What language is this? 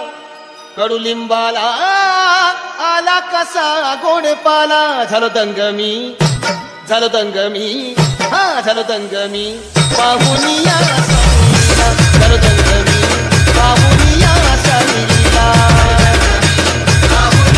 Marathi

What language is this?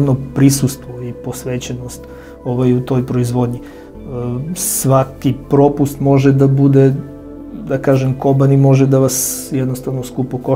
Serbian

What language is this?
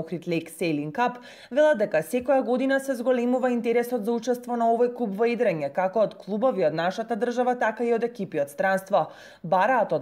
Macedonian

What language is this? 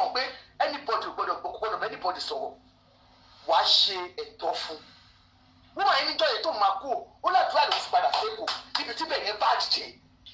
Yoruba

